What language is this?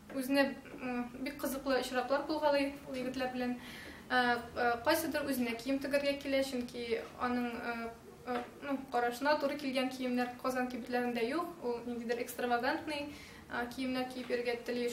Tatar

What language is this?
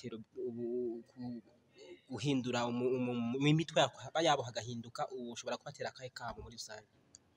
Rundi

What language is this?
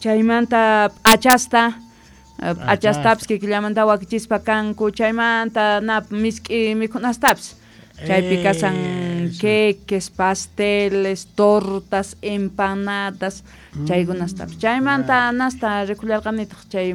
South Bolivian Quechua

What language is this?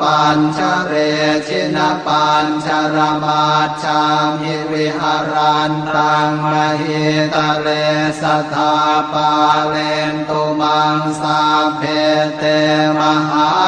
Pali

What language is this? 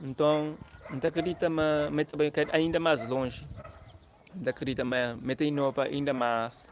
Kabuverdianu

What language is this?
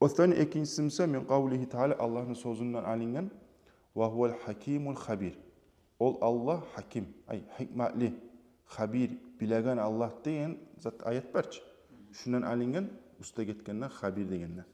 Kumyk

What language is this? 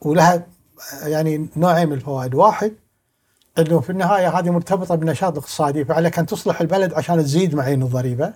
Gulf Arabic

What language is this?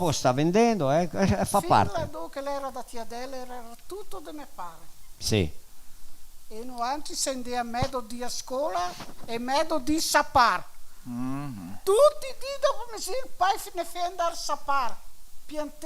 Venetian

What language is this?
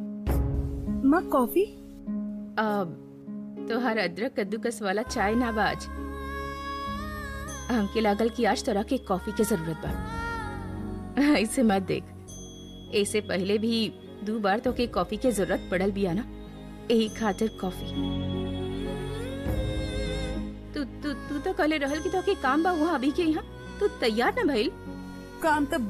Bhojpuri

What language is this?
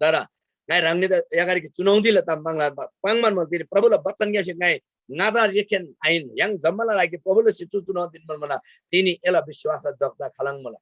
Eastern Tamang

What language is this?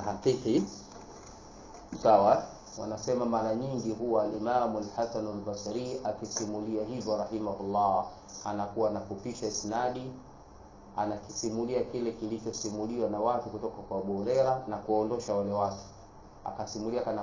Swahili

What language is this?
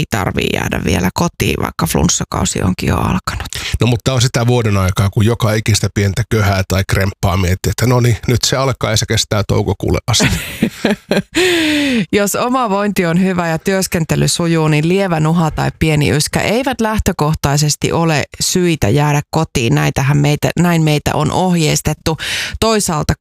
Finnish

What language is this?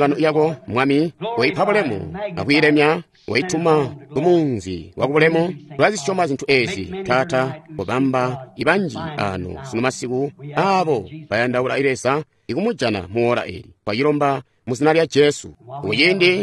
Tonga (Zambia)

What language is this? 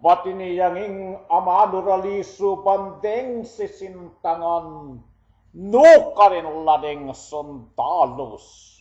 Pampanga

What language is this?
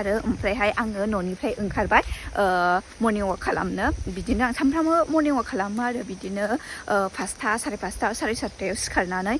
Bodo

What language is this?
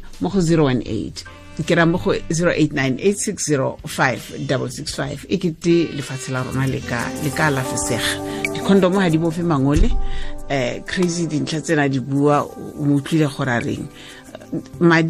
Tswana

